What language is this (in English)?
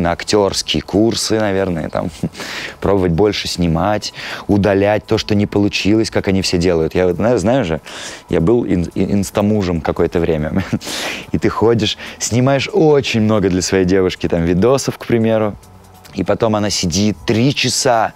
Russian